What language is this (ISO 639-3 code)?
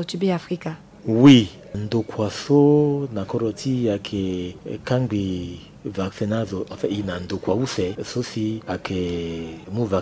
sag